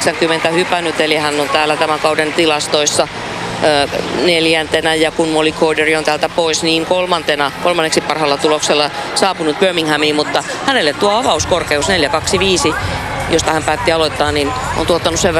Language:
Finnish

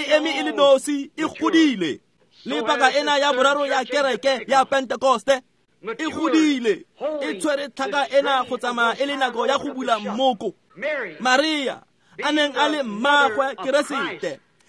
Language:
Tswana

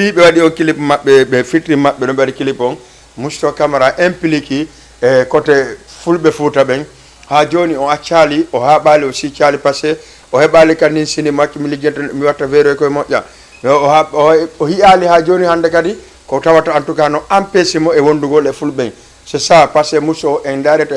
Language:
Fula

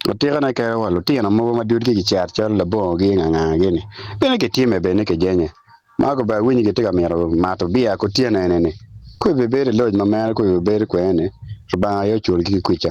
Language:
Acoli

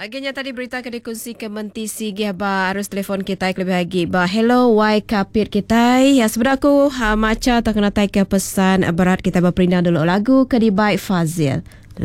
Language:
Iban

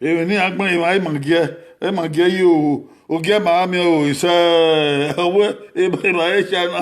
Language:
Bini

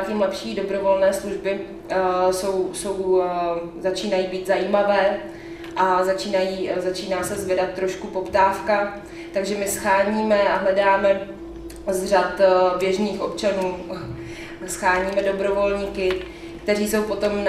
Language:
Czech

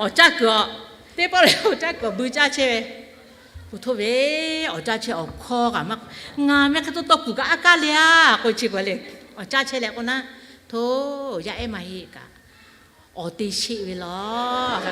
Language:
Lahu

